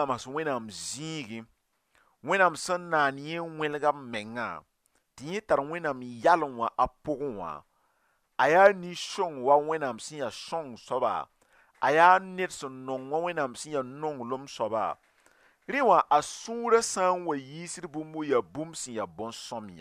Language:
Mossi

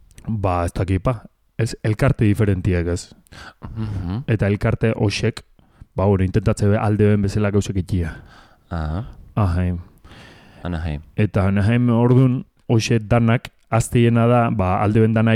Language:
Basque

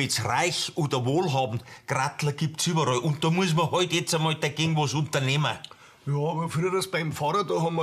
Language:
Bavarian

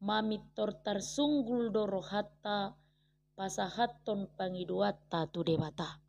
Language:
Batak Toba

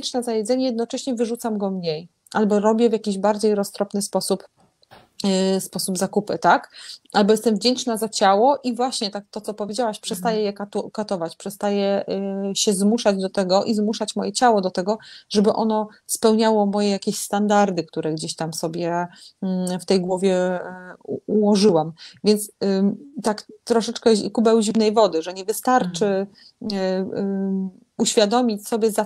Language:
Polish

